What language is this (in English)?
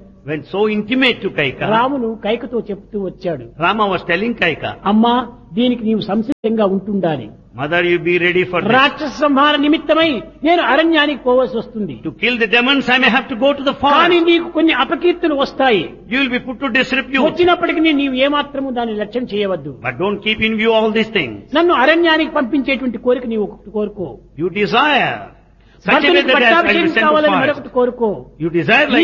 Telugu